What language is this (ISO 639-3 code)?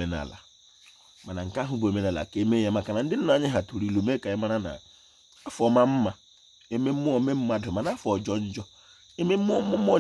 ibo